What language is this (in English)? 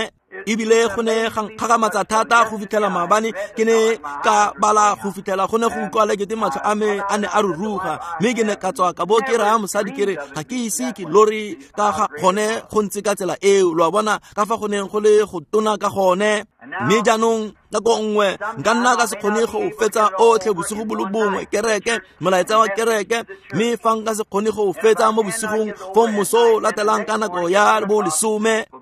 Tswana